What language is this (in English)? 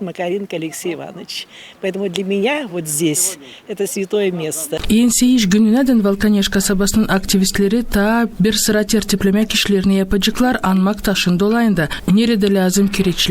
Gagauz